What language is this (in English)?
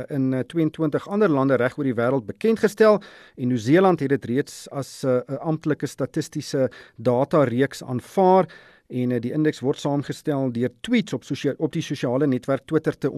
Afrikaans